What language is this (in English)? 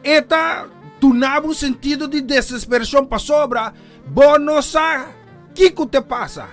Papiamento